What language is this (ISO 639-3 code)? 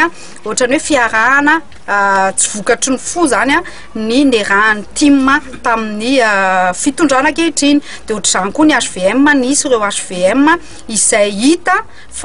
mlg